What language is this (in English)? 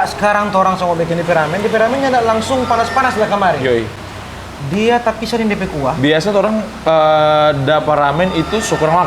Manado Malay